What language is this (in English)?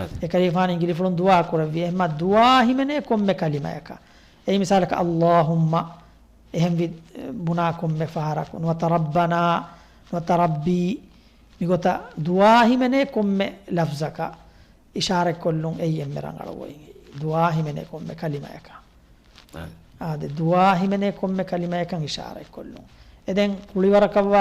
Divehi